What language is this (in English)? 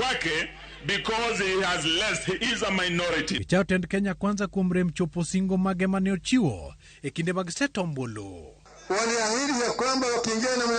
Luo (Kenya and Tanzania)